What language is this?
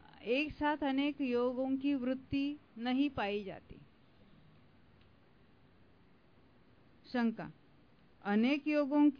Hindi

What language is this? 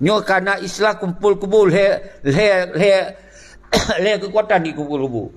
Achinese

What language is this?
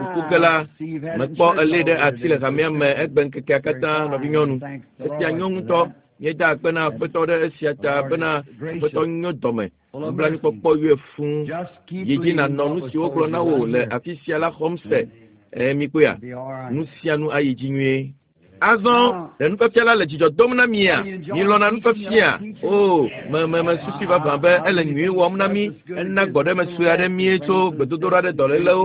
Ewe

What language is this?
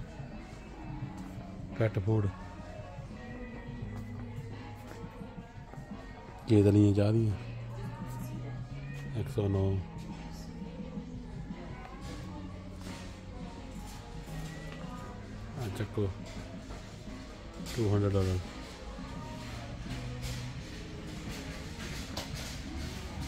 Punjabi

